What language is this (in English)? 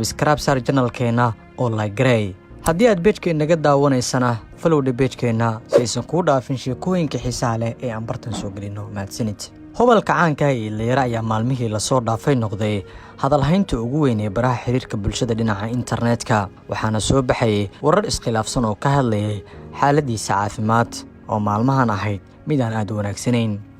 Somali